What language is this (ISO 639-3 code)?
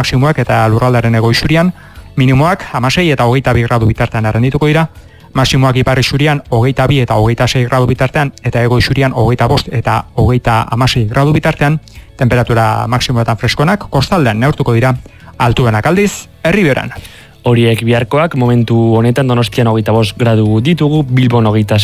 eus